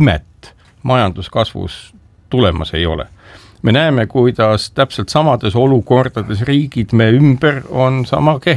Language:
Estonian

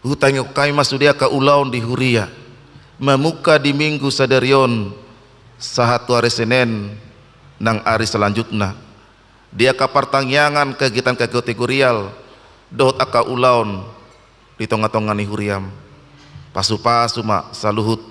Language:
Batak Toba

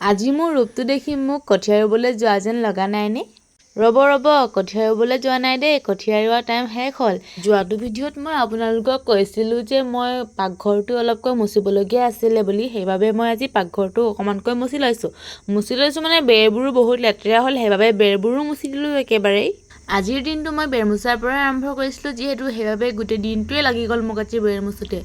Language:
Assamese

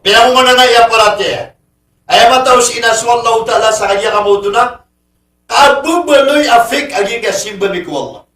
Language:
Maranao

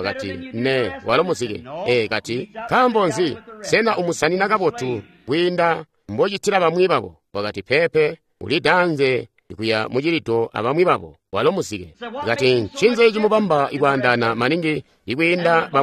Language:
Tonga (Zambia)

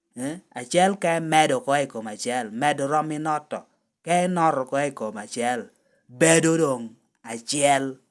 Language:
Lango (Uganda)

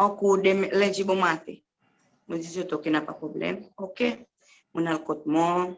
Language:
Seselwa Creole French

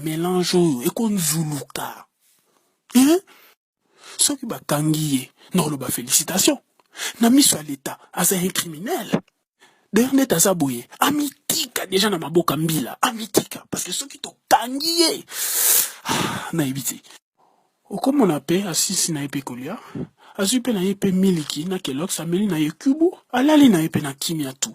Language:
Lingala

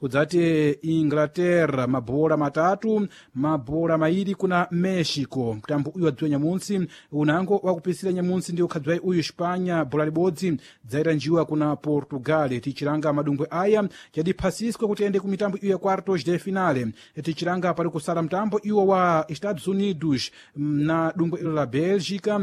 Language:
Sena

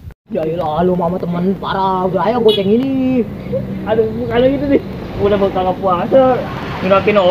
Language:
Betawi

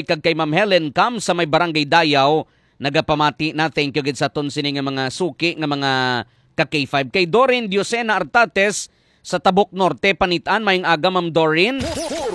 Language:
Hiligaynon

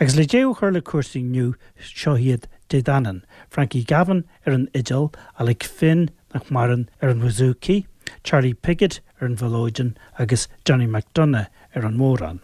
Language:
Irish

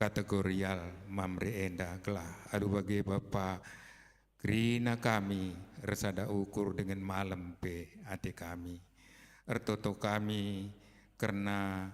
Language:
Batak Karo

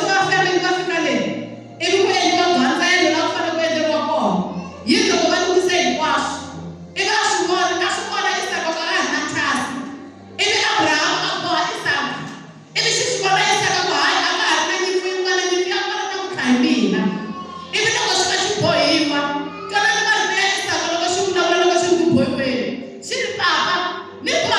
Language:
Tsonga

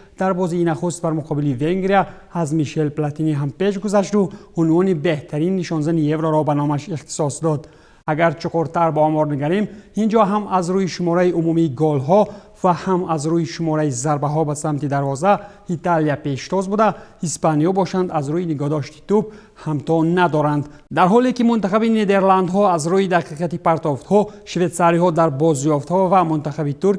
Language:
Tajik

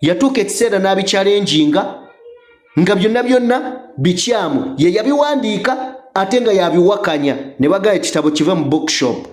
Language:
Ganda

